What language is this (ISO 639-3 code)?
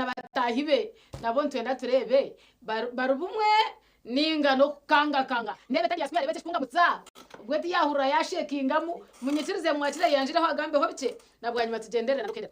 nyn